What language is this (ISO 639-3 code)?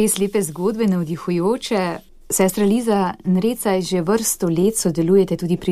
slv